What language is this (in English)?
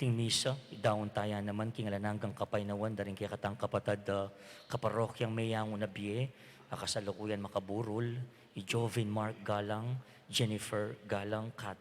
Pampanga